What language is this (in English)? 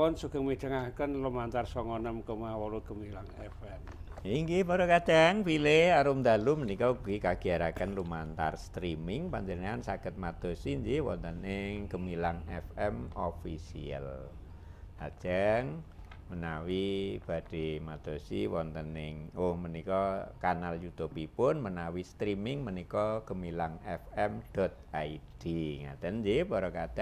Javanese